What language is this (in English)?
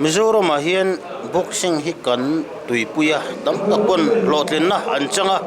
Mizo